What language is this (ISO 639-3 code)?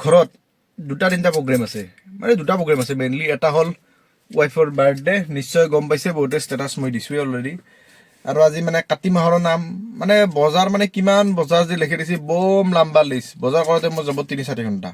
asm